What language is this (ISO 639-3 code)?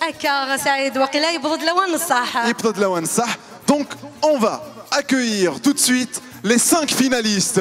kab